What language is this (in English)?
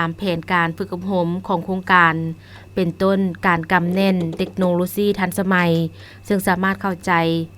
Lao